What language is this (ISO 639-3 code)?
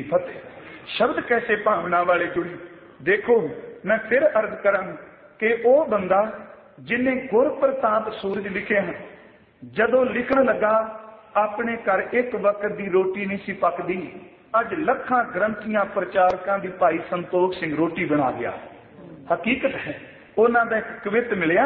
pan